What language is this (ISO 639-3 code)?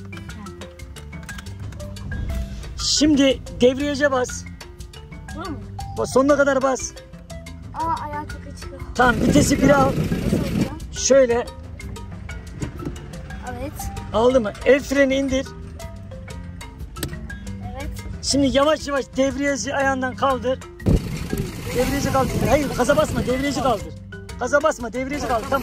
tur